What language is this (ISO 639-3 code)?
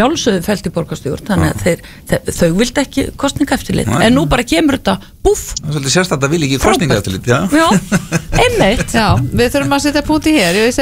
isl